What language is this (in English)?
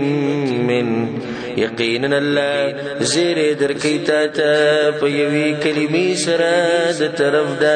Pashto